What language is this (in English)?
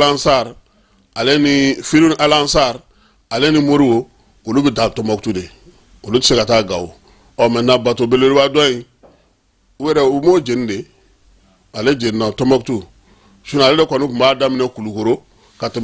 Bambara